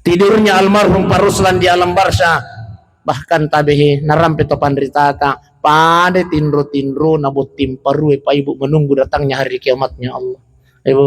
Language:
Buginese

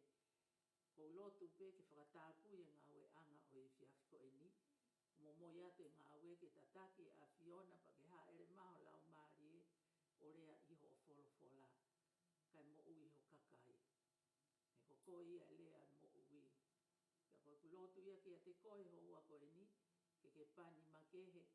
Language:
Tongan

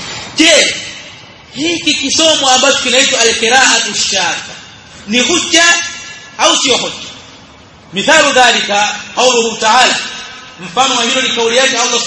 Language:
Swahili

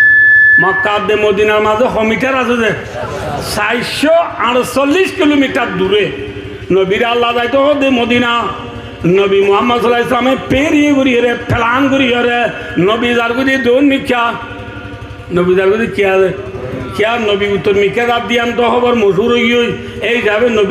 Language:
Rohingya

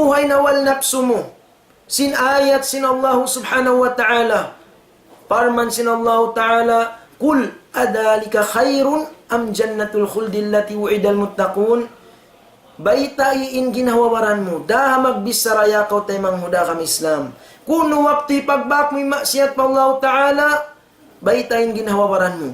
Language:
Tausug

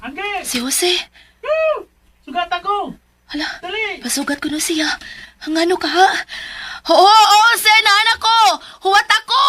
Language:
Cebuano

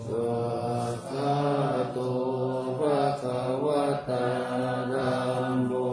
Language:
Pali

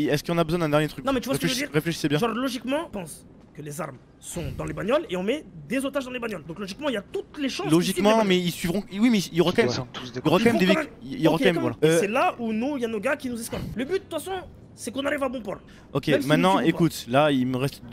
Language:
French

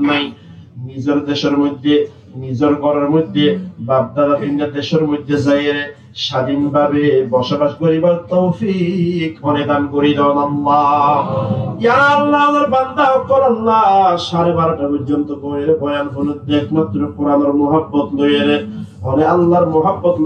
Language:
Rohingya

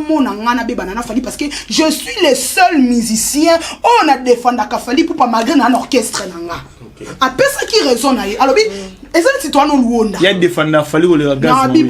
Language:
Lingala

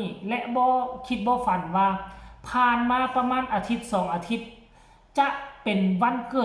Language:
Northeastern Thai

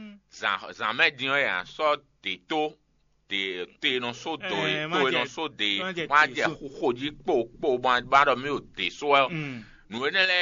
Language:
Fon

